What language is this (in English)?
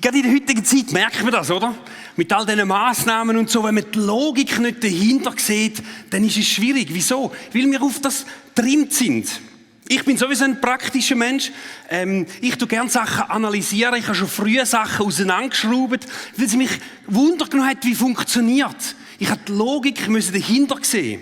Swiss German